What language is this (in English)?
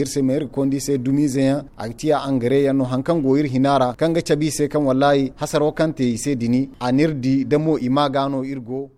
Zarma